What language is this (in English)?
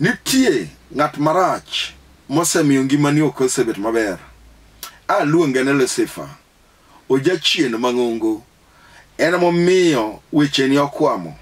Luo (Kenya and Tanzania)